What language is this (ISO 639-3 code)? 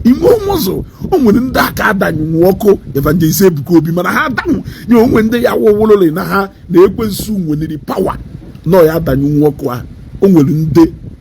ibo